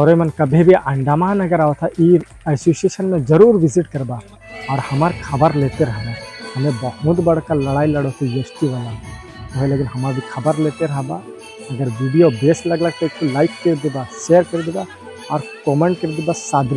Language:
Sadri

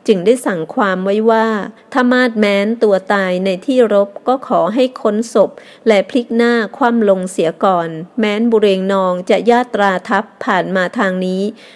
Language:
Thai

